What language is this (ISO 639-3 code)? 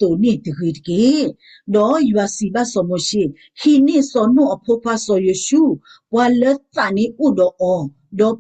ksw